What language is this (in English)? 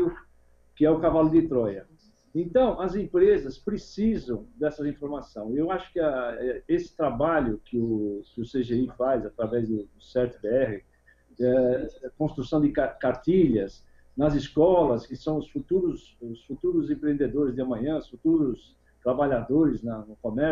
Portuguese